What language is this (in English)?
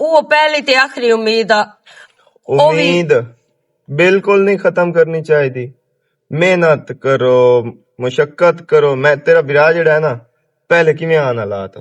Western Panjabi